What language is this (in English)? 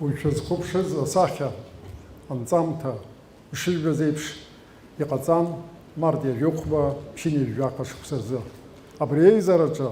Abkhazian